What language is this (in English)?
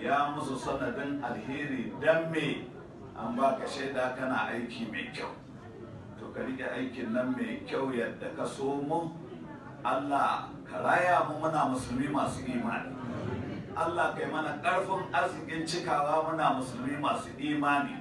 Hausa